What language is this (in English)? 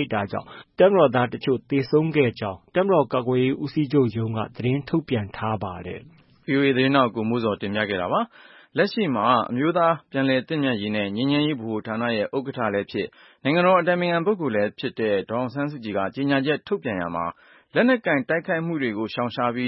Burmese